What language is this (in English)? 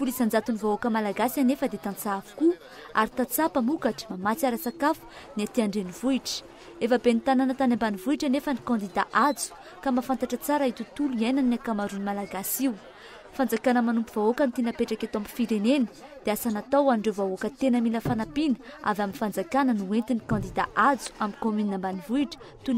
Malagasy